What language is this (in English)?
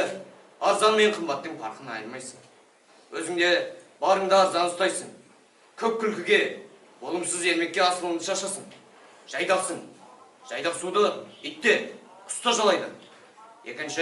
Kazakh